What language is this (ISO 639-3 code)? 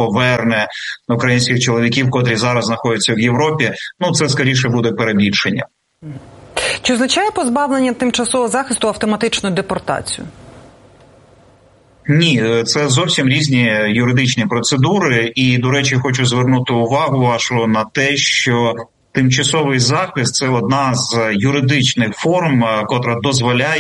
ukr